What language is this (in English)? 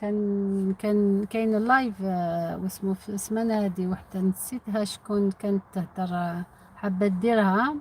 Algerian Arabic